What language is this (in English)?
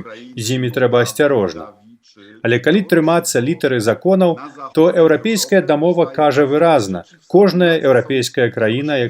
Belarusian